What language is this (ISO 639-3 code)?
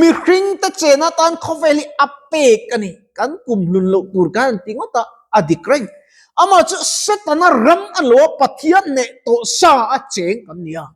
lus